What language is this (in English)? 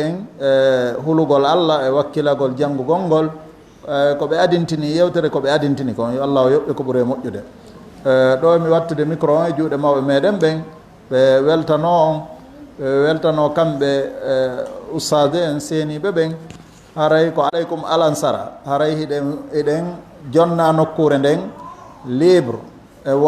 Fula